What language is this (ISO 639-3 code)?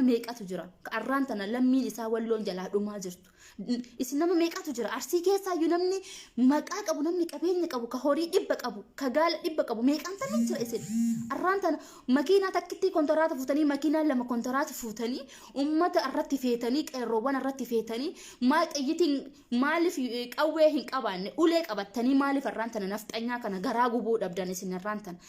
orm